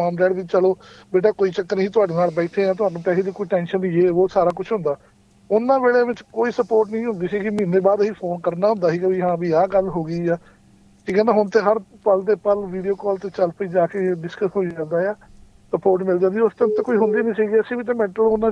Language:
Punjabi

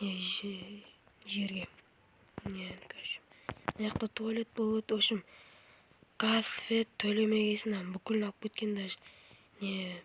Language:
Kazakh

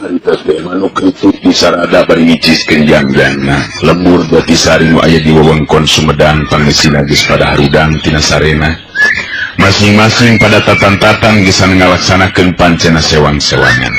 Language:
Sundanese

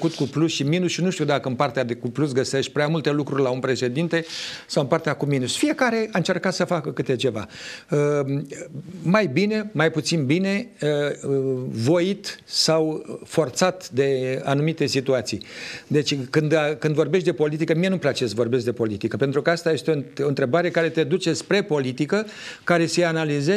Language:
Romanian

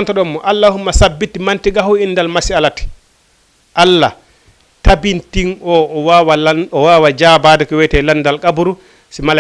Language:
Fula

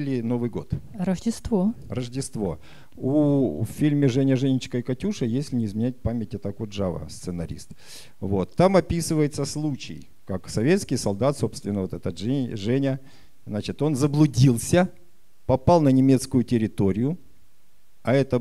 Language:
Russian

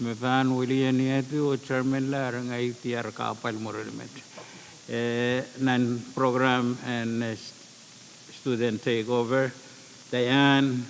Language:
Pohnpeian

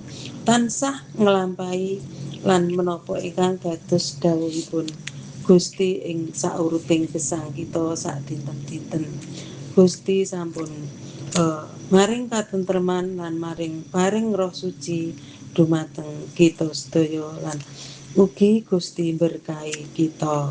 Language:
Javanese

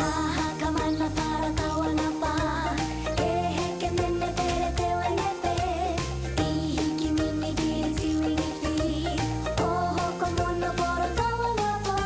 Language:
Māori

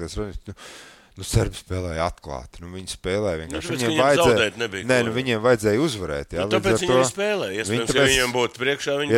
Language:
Latvian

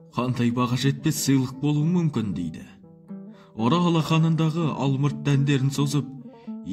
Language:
Kazakh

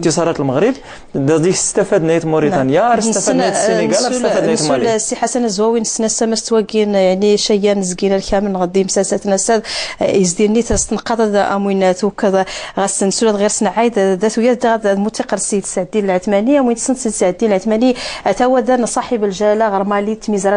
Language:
Moroccan Arabic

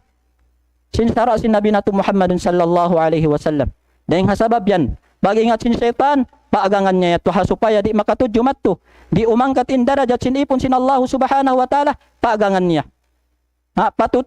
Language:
Tausug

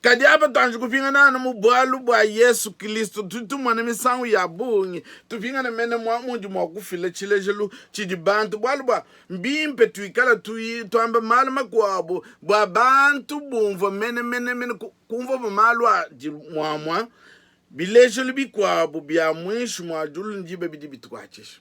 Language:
Luba-Lulua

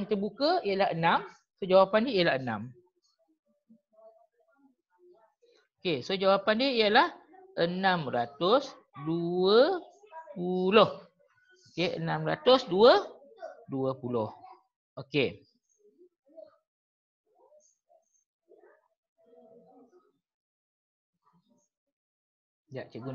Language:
Malay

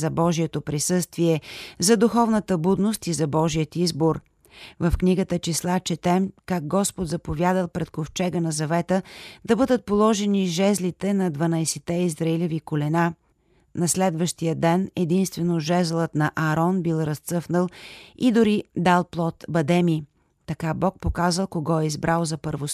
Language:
Bulgarian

